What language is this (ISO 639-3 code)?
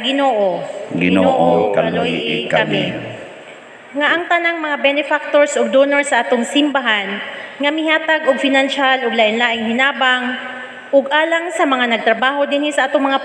ceb